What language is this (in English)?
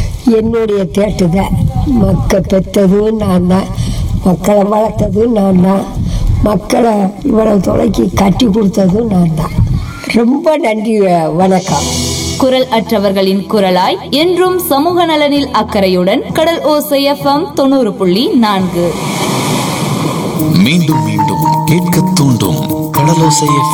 Tamil